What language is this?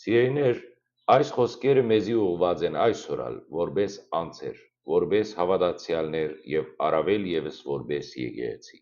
Western Armenian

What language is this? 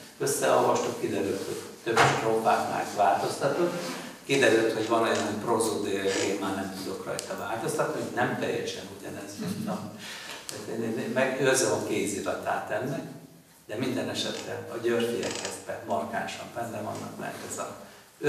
Hungarian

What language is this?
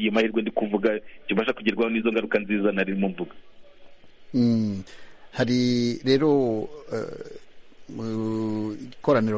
Kinyarwanda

